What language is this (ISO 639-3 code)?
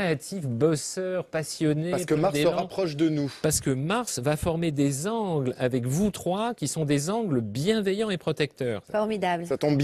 fra